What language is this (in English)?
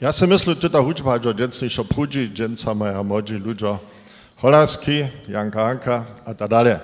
Upper Sorbian